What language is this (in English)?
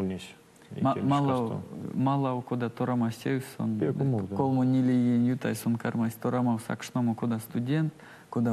Erzya